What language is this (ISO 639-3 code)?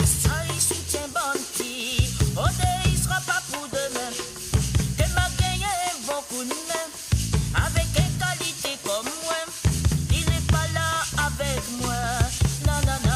mfe